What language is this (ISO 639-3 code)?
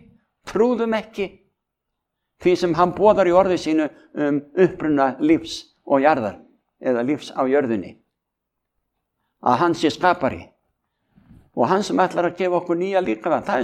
isl